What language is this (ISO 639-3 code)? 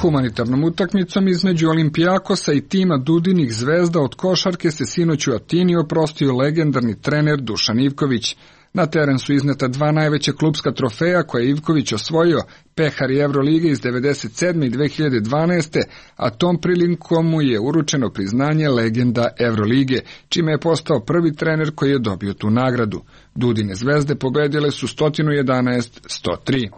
srp